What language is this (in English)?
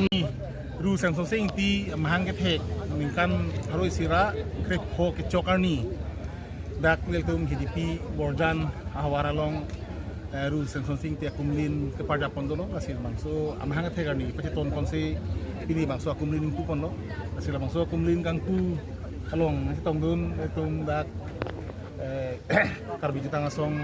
Karbi